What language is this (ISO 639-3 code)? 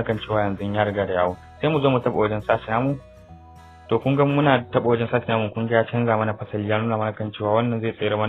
hau